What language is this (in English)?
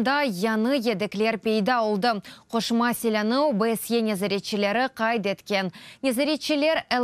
Crimean Tatar